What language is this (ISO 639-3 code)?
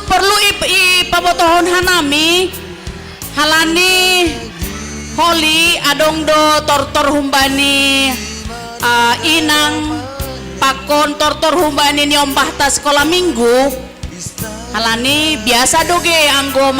bts